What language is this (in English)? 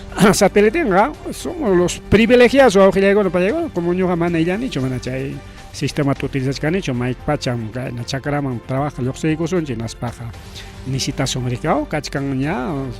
Ayacucho Quechua